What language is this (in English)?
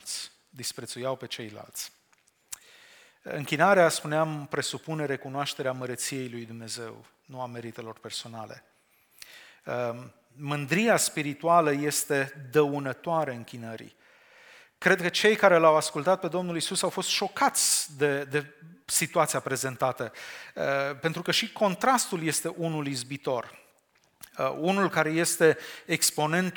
Romanian